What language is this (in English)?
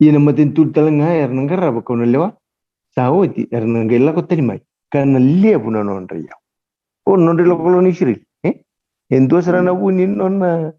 Fijian